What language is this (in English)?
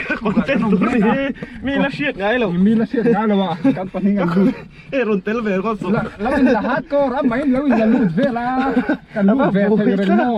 Mizo